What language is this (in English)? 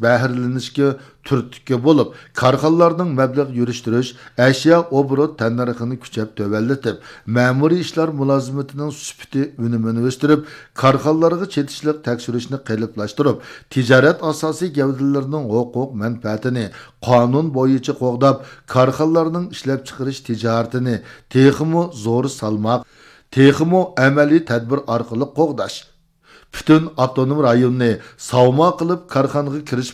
Uyghur